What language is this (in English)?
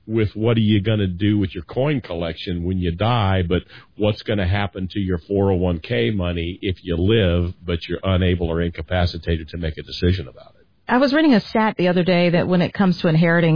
English